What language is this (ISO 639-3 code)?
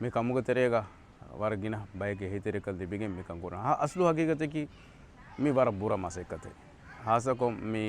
div